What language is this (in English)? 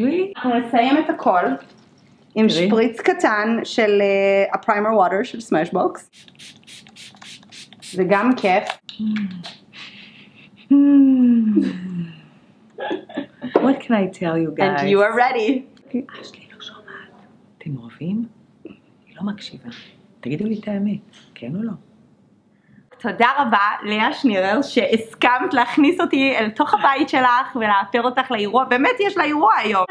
Hebrew